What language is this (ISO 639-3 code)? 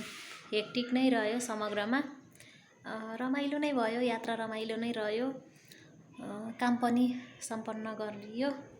nep